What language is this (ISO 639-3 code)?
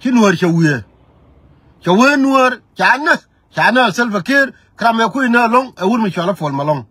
nus